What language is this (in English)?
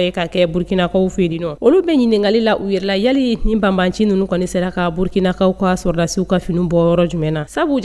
Bambara